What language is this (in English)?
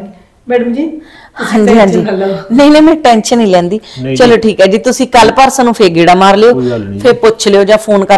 Punjabi